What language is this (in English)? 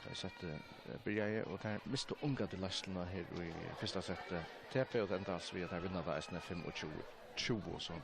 Faroese